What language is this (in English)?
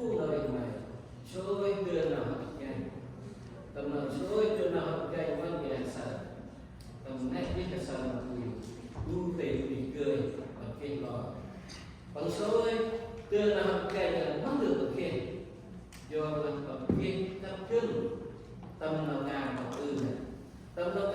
Central Mnong